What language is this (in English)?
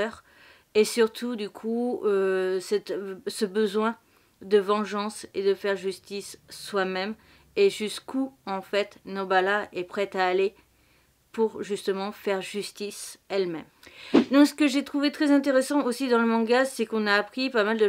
French